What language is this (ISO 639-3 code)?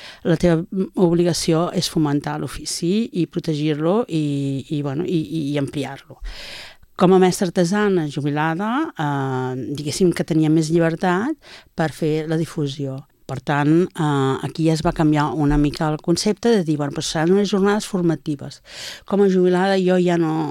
cat